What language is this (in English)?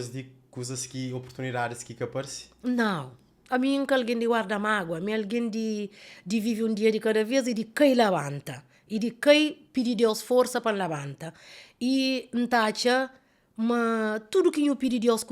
Kabuverdianu